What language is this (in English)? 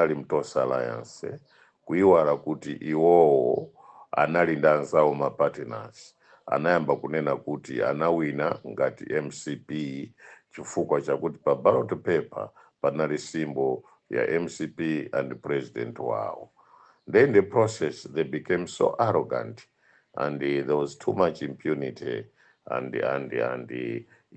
Nyanja